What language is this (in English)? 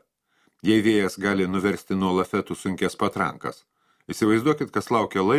Lithuanian